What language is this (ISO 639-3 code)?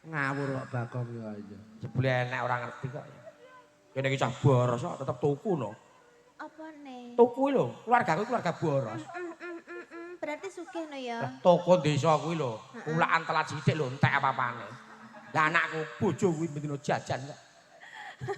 jav